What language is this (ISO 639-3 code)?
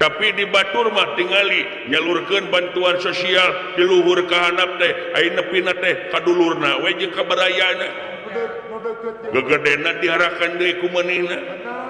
sun